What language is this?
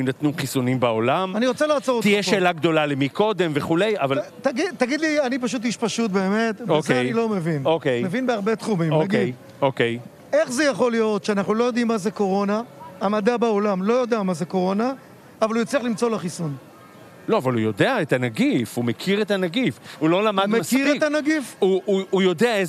Hebrew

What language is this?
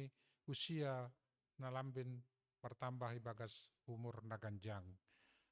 Batak Simalungun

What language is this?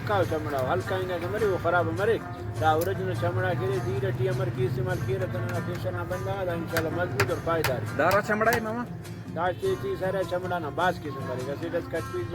Brahui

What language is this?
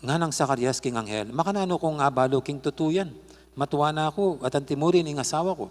Pampanga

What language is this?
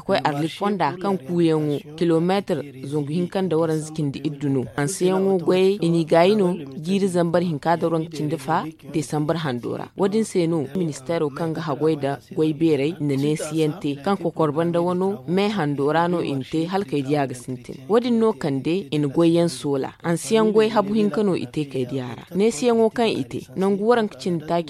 Zarma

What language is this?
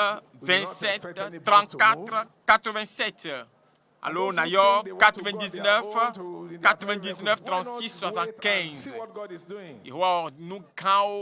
Ewe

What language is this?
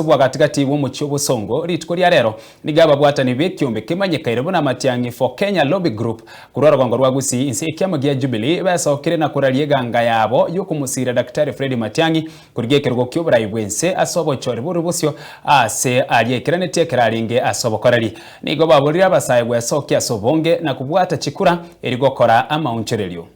Gusii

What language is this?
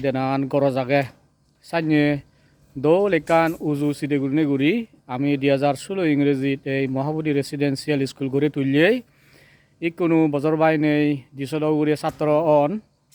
Chakma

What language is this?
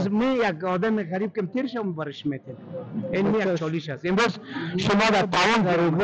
Persian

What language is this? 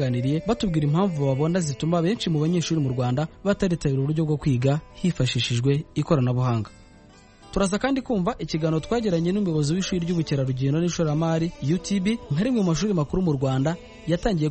Kinyarwanda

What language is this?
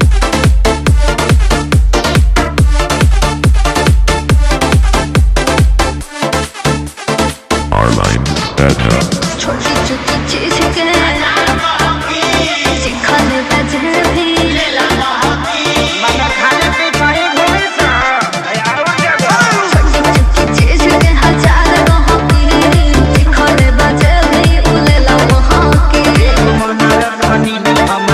Bhojpuri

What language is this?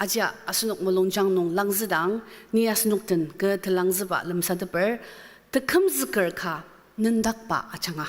Ao Naga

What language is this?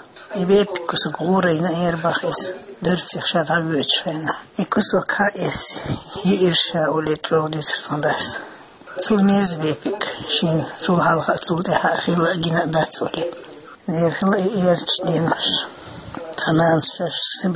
Chechen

